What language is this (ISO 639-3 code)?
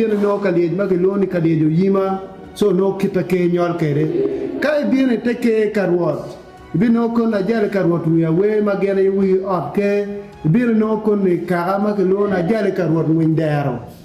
ach